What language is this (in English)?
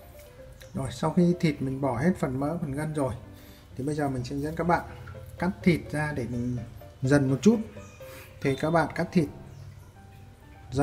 Vietnamese